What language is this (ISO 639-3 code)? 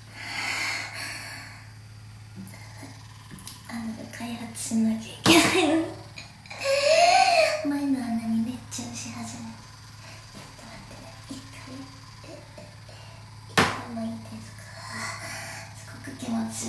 jpn